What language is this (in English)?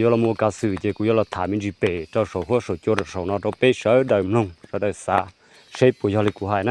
Hmong